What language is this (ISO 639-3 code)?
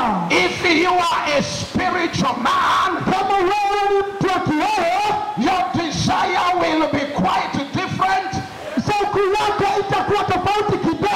swa